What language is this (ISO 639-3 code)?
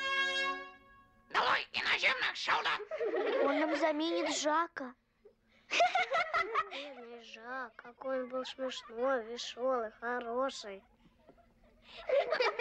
rus